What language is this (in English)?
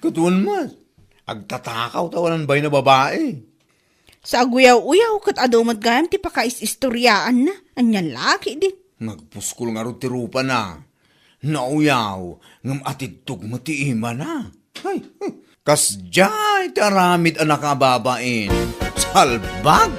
Iloko